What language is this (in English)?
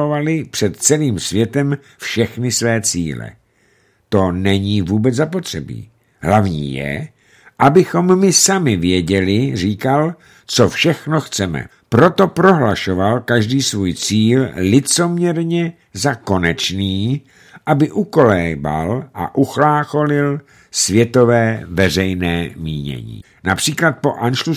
Czech